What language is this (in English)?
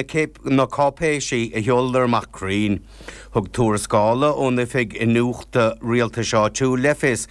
Irish